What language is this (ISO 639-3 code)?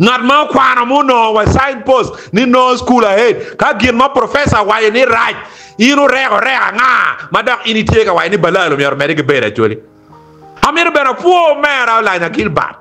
ach